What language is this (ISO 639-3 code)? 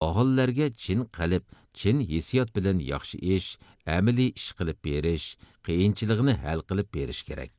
uig